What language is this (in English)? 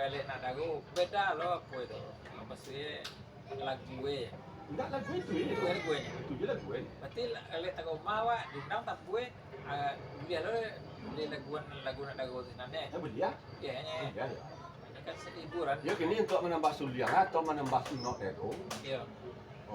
Minangkabau